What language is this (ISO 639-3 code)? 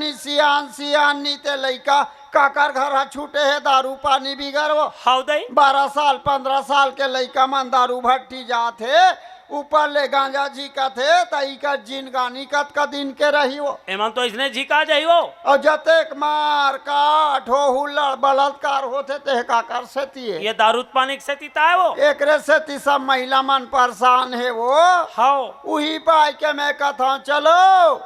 hne